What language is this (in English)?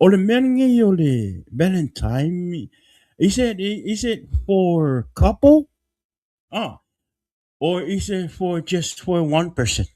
Samoan